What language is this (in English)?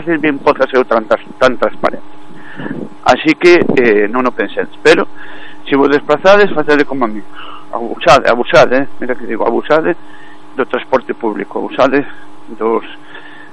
Galician